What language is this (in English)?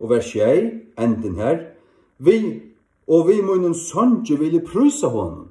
Faroese